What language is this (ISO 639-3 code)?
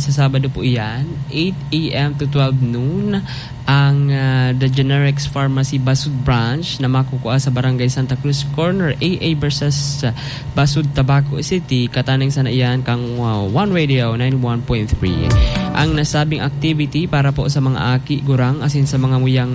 bik